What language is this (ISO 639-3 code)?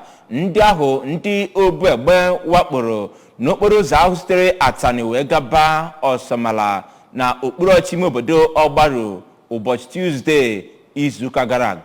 ibo